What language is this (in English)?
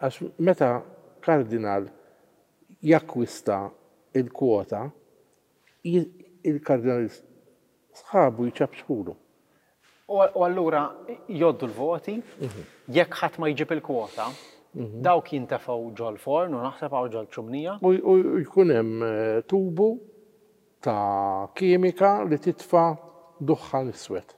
Maltese